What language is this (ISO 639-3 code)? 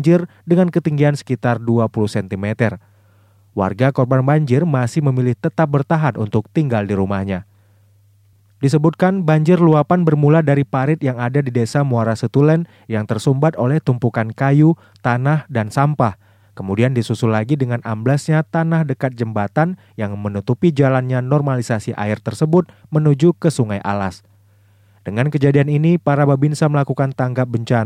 ind